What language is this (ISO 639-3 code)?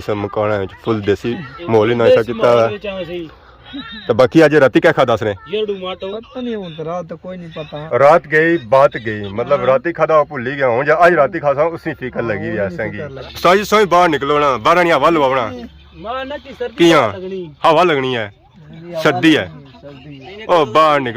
phr